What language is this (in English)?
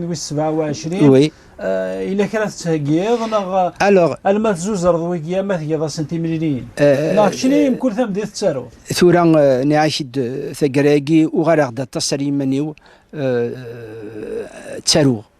Kabyle